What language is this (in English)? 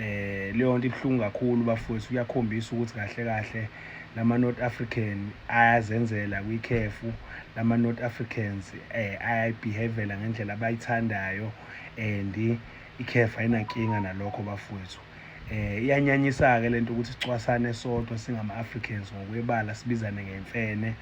Zulu